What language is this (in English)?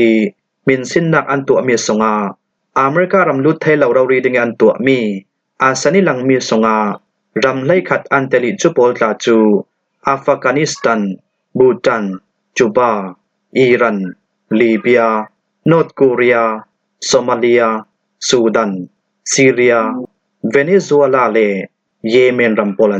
Falam Chin